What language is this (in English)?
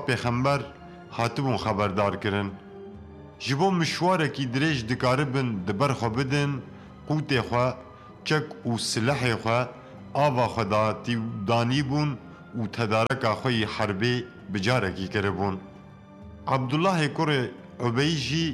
Kurdish